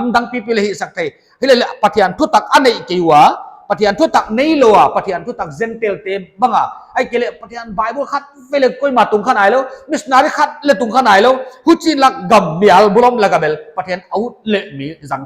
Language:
Paite Chin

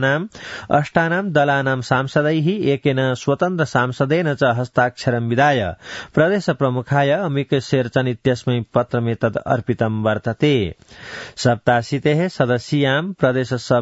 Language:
Sanskrit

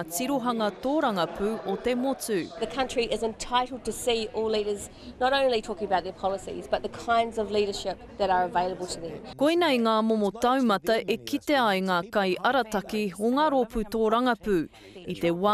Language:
Māori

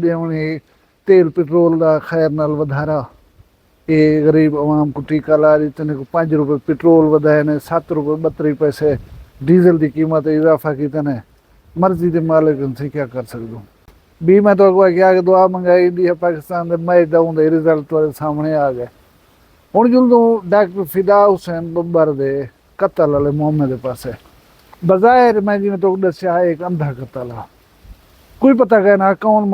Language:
Saraiki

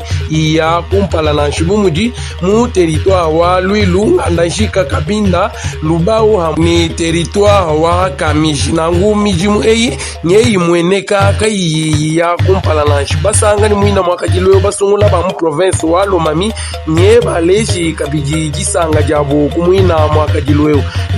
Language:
Luba-Lulua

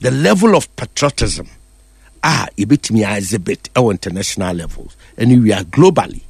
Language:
Akan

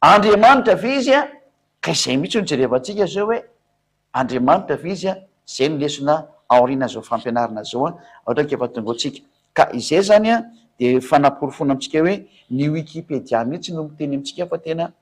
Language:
Malagasy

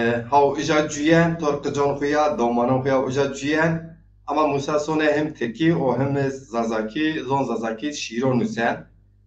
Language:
Zaza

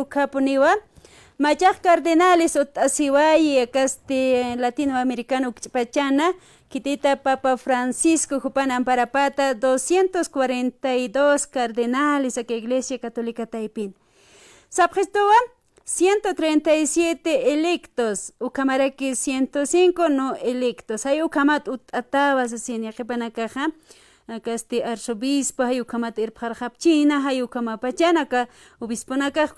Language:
Aymara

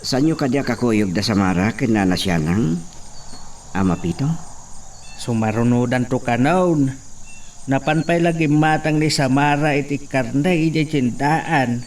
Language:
Iloko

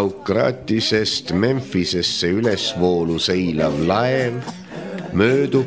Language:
Estonian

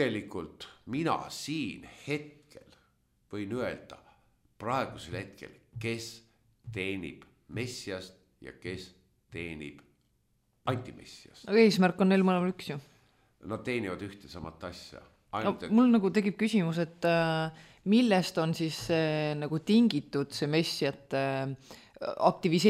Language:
Estonian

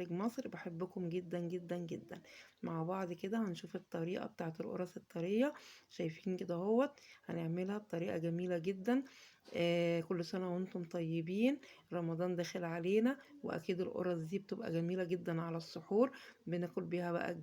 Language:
Egyptian Arabic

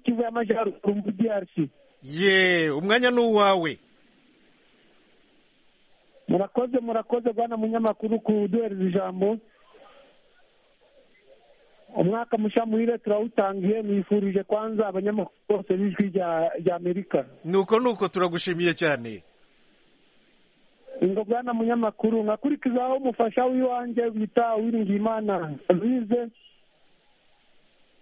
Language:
Kinyarwanda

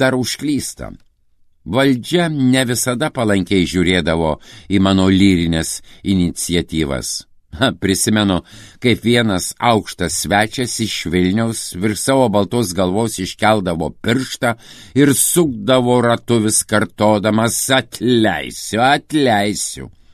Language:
Lithuanian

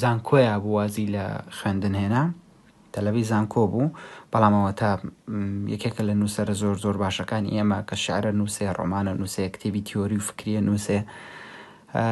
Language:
Central Kurdish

